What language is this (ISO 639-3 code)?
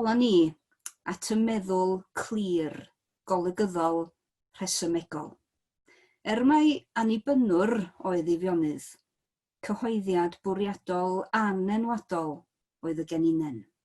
cym